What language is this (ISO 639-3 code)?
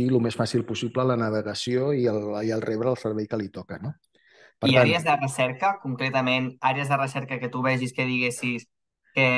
cat